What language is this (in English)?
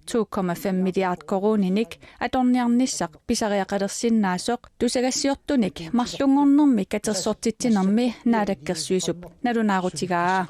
Kalaallisut